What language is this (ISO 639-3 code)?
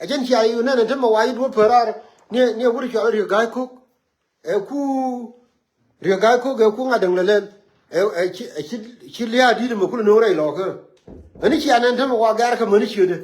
nus